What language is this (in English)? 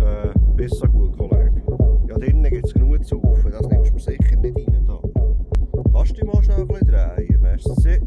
Swiss German